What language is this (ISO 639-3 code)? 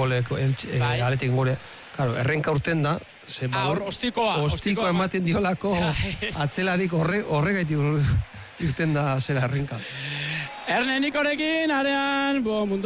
eus